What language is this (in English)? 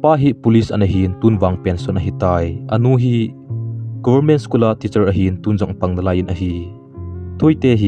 Thado Chin